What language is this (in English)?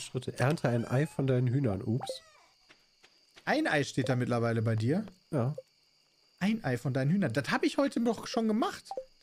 German